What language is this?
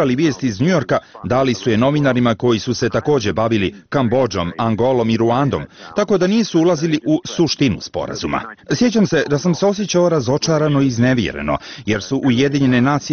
Bosnian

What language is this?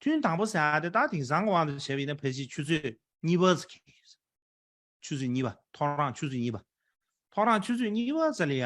Tibetan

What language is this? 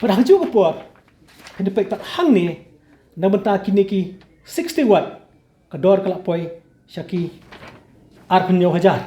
Khasi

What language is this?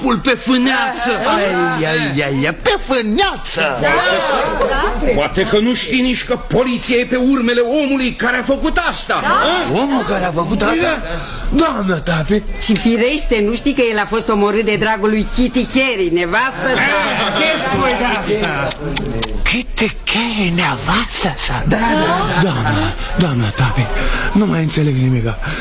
Romanian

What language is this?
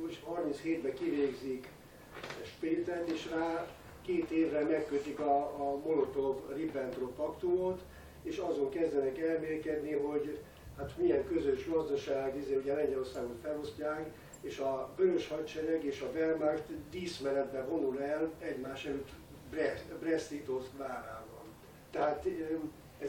Hungarian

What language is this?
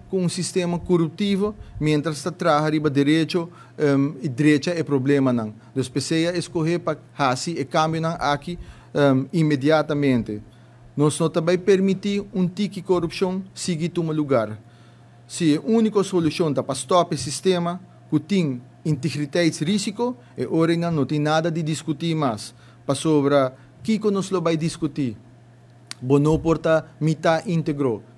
Papiamento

